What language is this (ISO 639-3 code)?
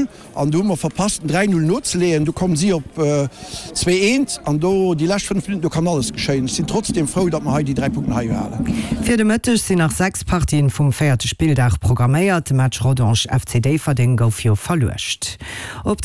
ltz